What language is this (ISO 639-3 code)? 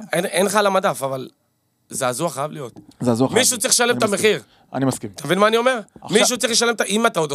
heb